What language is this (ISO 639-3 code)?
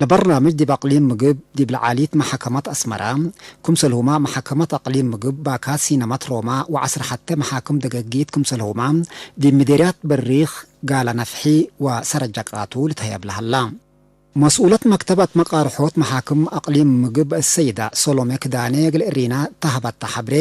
tig